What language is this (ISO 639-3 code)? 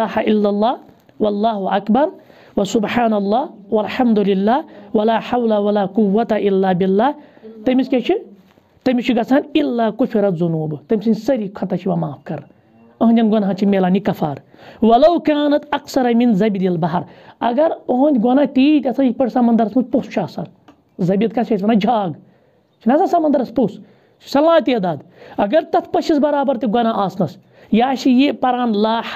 kas